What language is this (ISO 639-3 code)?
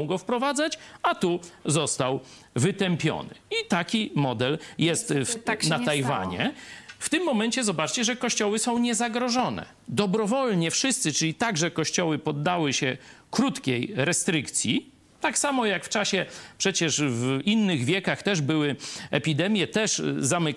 pol